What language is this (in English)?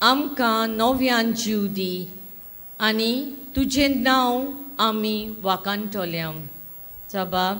Konkani